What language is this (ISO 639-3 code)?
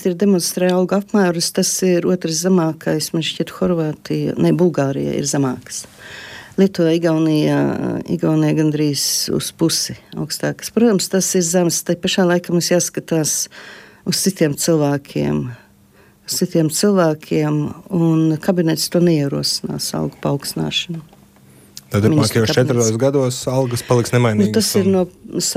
lav